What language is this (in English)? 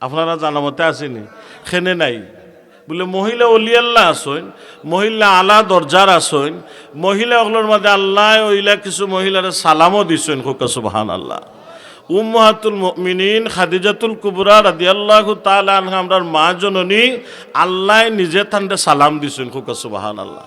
Sylheti